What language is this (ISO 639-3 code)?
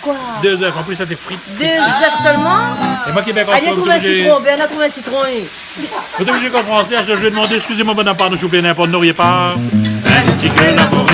rcf